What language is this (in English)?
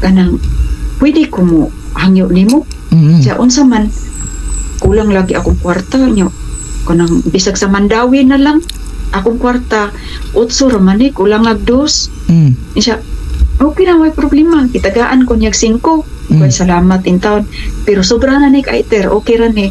Cebuano